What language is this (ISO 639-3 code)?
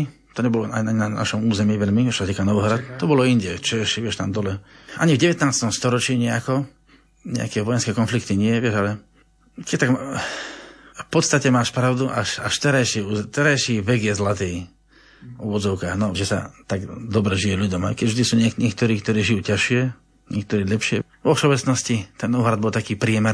slk